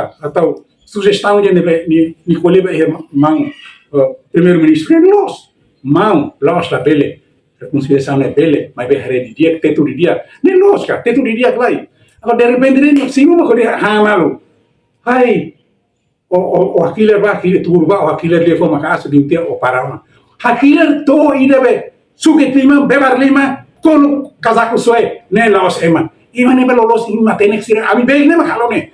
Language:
Tetum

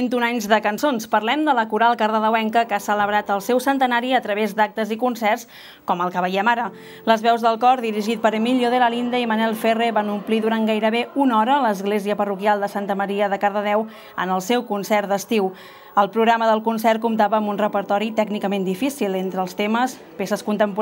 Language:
Catalan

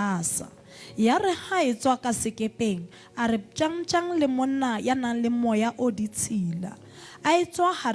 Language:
Southern Sotho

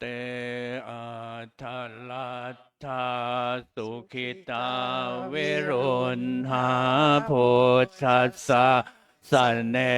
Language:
Pali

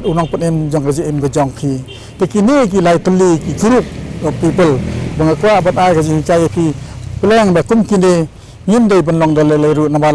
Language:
Khasi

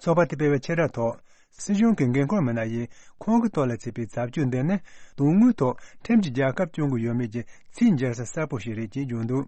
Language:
Tibetan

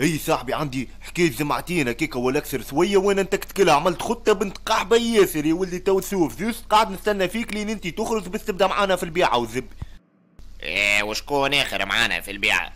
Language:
Tunisian Arabic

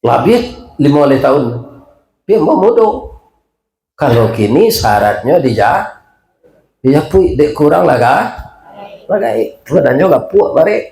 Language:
Minangkabau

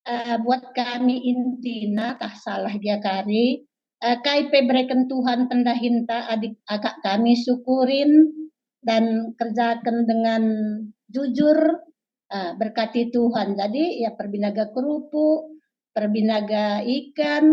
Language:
Batak Karo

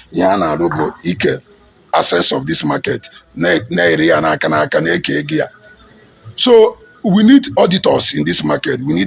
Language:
Igbo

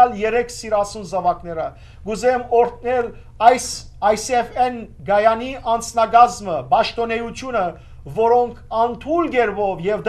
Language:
Western Armenian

